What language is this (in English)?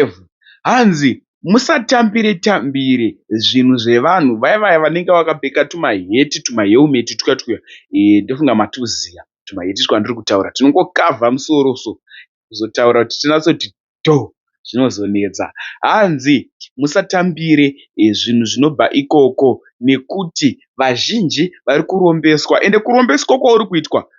Shona